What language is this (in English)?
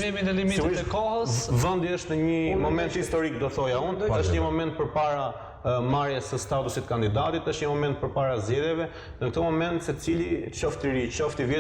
Albanian